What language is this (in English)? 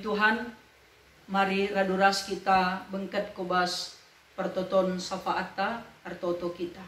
Batak Karo